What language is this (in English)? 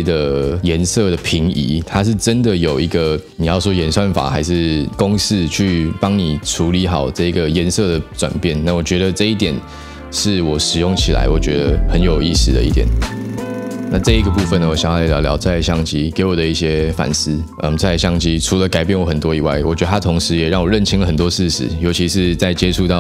Chinese